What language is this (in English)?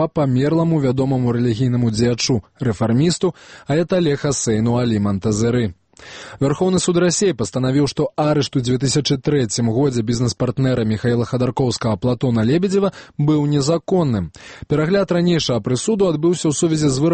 Belarusian